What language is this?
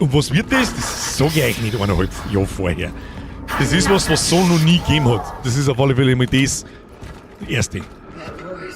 Bavarian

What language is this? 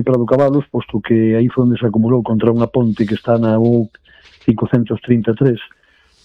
Galician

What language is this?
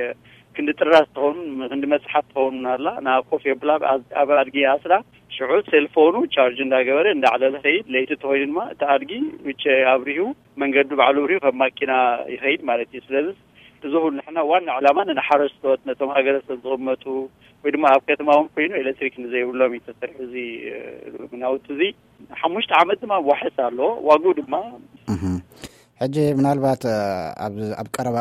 Tigrinya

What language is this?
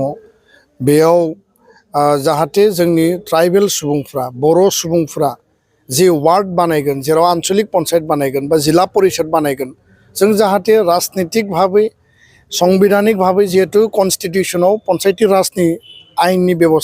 Bodo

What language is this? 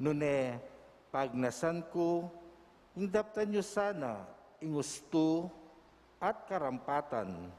Pampanga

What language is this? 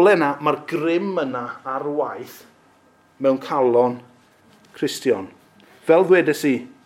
Welsh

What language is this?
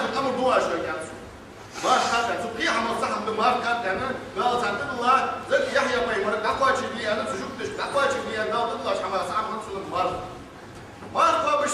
Ingush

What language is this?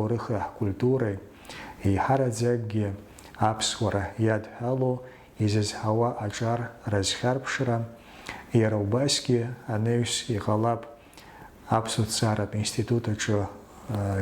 Abkhazian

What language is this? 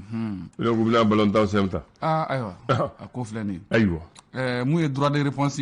Bambara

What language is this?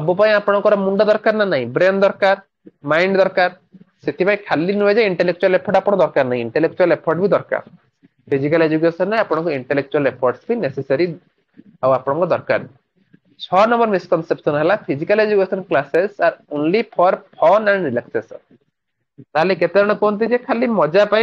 Odia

